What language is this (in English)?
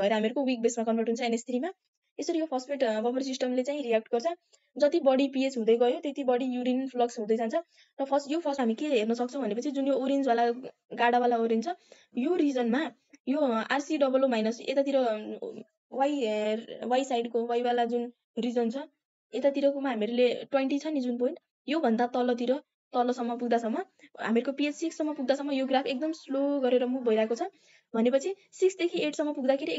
Nepali